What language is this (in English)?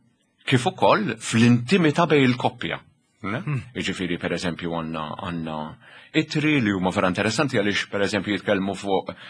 Maltese